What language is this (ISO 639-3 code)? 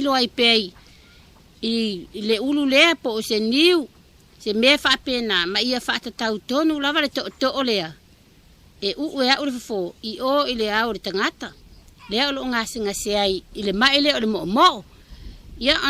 smo